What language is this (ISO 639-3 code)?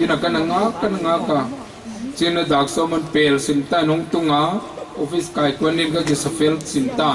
pck